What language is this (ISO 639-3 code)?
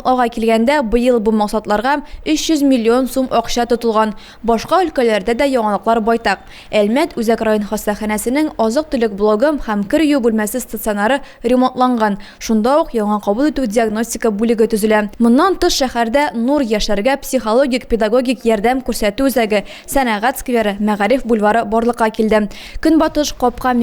tat